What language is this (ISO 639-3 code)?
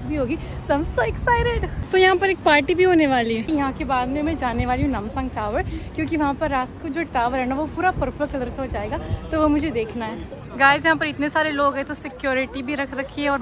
hin